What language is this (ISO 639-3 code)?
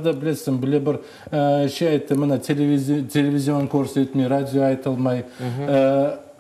crh